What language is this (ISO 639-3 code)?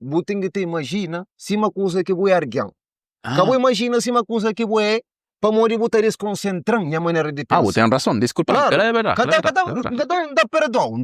kea